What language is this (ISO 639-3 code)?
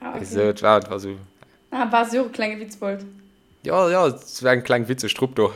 ltz